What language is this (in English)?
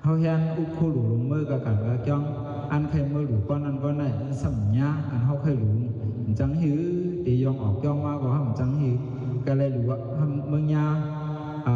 Shan